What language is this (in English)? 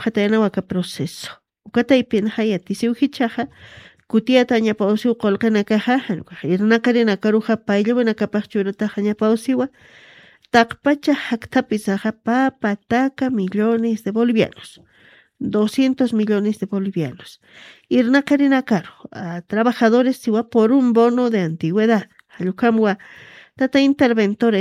Aymara